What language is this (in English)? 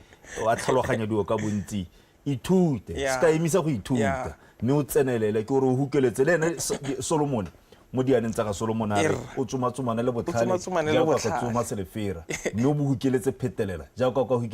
Tswana